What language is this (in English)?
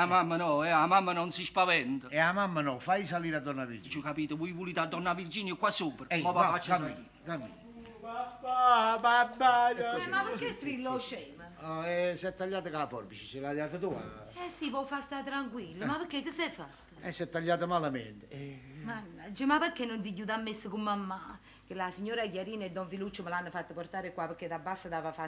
Neapolitan